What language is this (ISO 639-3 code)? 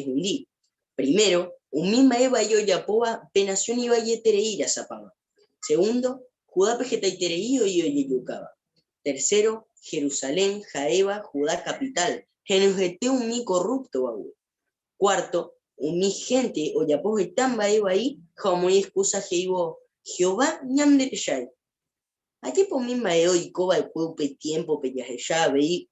grn